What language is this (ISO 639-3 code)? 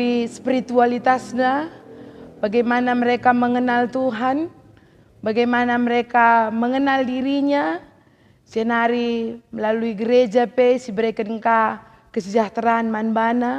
btx